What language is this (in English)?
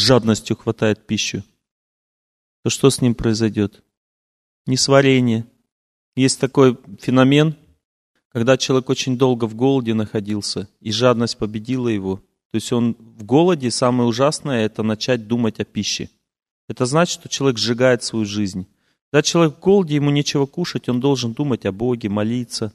Russian